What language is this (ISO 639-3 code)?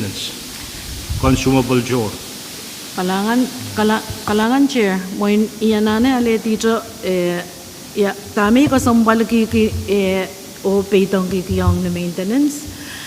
pon